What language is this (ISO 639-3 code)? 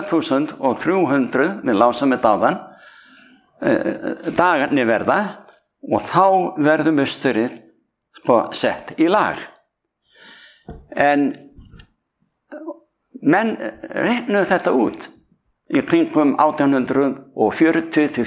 isl